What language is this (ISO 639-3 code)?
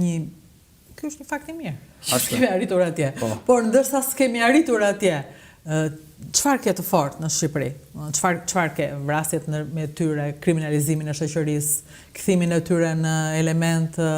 sqi